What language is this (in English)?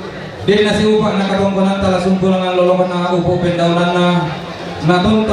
Toraja-Sa'dan